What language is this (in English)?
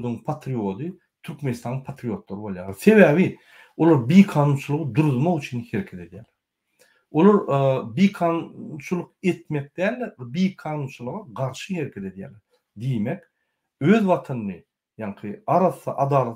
Turkmen